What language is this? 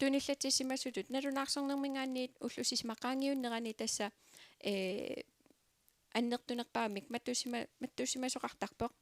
Kalaallisut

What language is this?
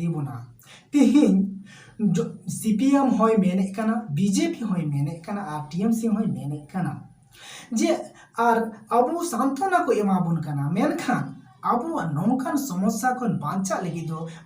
Santali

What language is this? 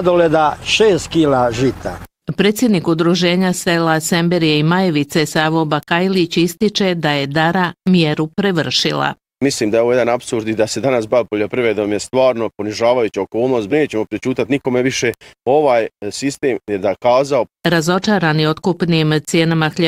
Bosnian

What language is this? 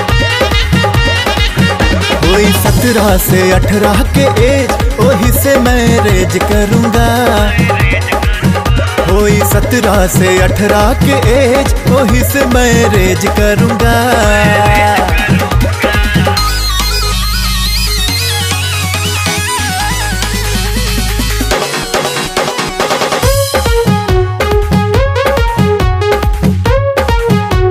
Bhojpuri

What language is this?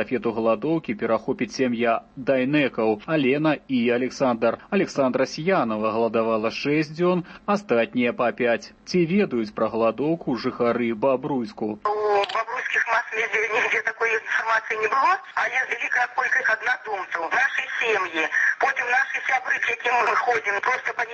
Belarusian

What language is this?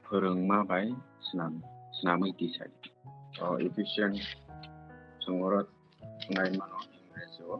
Kok Borok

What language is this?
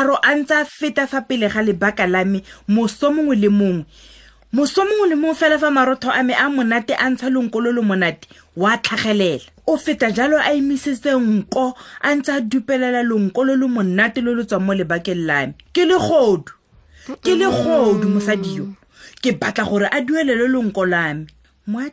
Tswana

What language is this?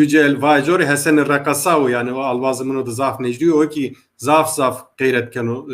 Zaza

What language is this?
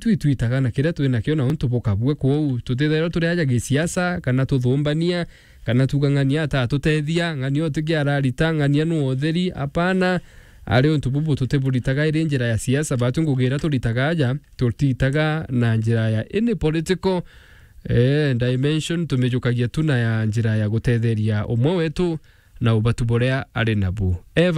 Meru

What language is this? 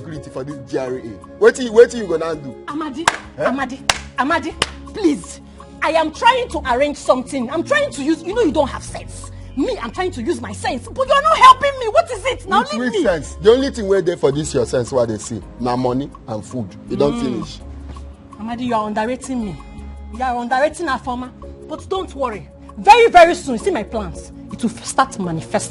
Nigerian Pidgin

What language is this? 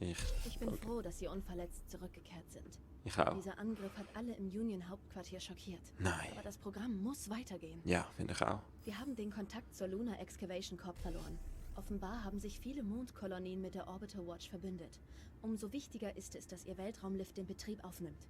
Swiss German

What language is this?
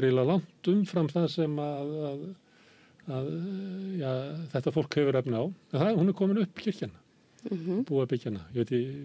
Icelandic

